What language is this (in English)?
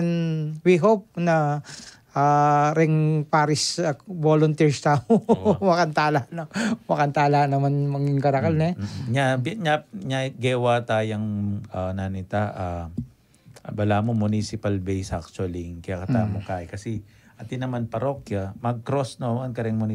Pampanga